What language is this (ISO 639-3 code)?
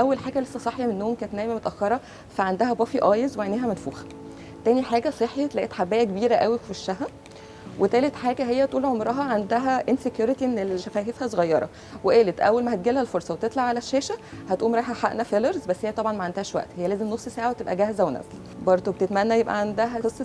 arz